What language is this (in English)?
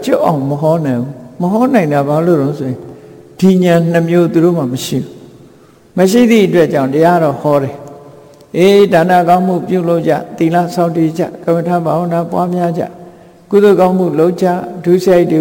Burmese